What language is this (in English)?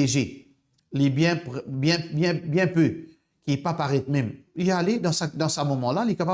Morisyen